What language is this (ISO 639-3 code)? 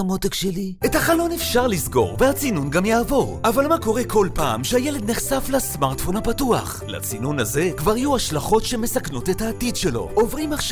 heb